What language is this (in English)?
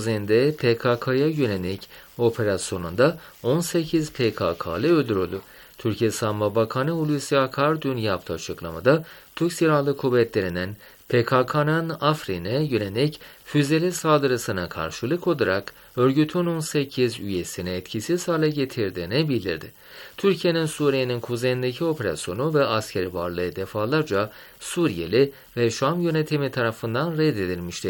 Turkish